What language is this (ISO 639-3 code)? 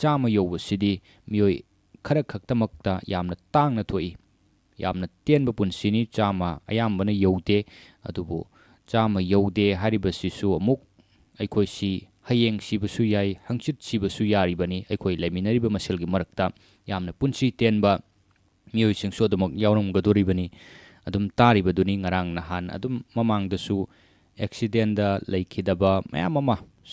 mni